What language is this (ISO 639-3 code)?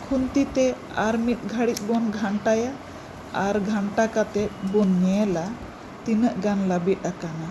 sat